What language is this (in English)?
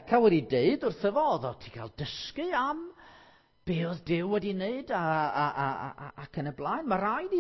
Welsh